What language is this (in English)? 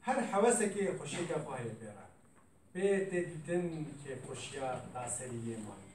Kurdish